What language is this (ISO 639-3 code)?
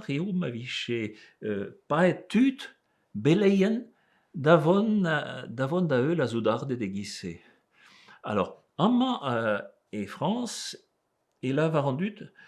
bre